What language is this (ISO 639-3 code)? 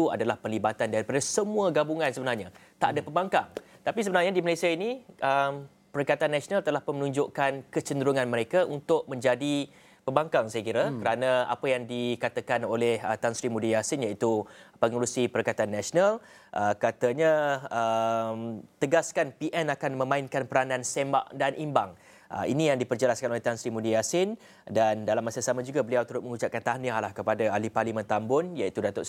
msa